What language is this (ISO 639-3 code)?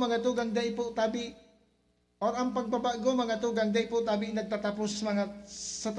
bik